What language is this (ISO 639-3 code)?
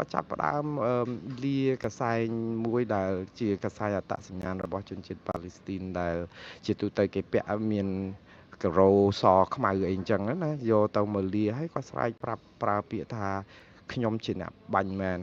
khm